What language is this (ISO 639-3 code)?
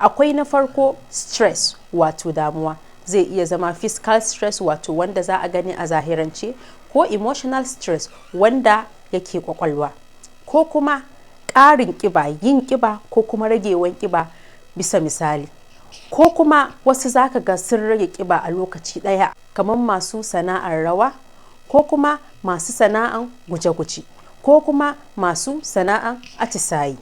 hau